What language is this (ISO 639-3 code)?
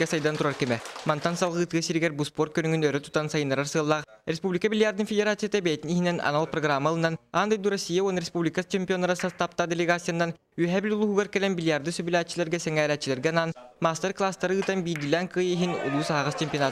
sah